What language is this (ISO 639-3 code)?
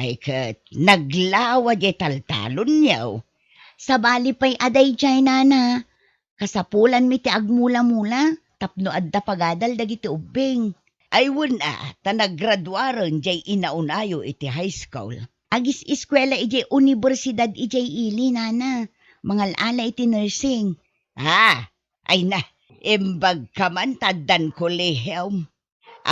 ilo